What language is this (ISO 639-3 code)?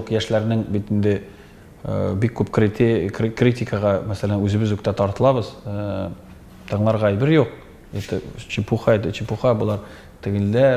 tat